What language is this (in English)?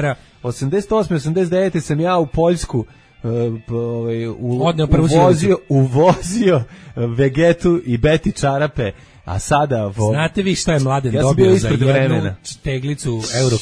Serbian